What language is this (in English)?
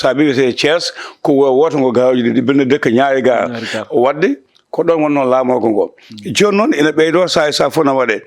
Fula